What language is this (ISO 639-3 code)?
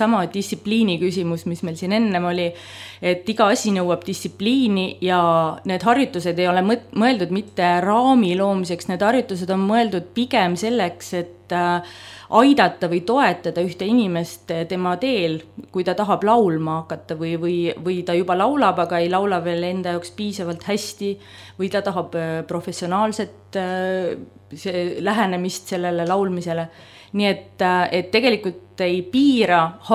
est